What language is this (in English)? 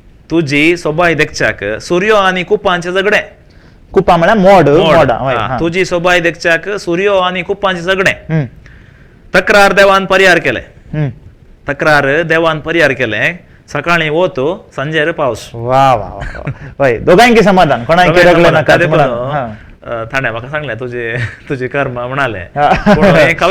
Konkani